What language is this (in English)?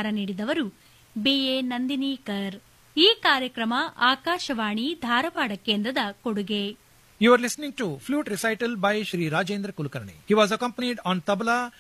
Kannada